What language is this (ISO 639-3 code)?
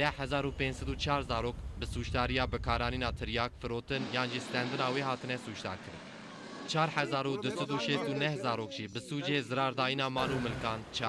kur